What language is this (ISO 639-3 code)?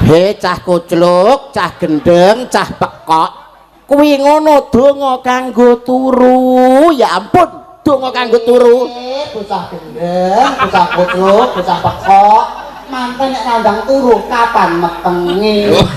jav